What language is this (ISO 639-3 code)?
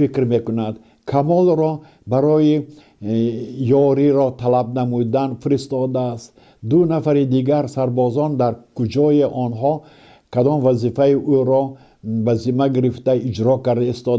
tgk